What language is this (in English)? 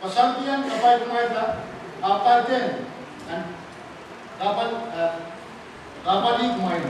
Pohnpeian